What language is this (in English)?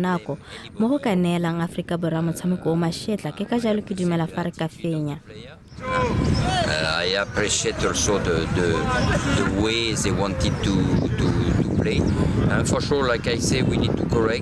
Tswana